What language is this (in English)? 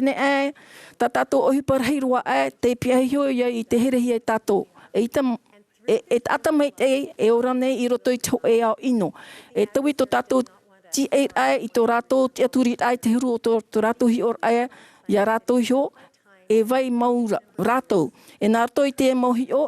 Tahitian